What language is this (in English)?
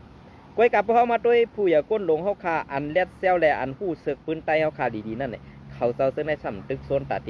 Shan